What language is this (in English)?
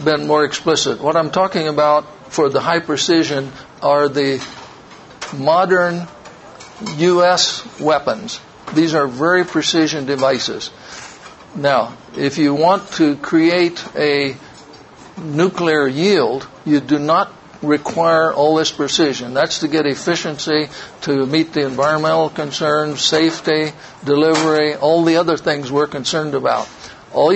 English